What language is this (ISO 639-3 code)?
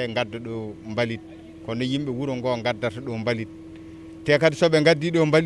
ful